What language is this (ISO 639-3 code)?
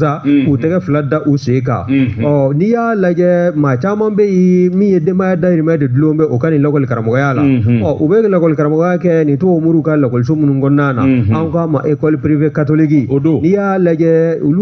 bam